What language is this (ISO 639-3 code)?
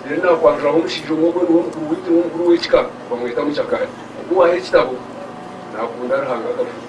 nyn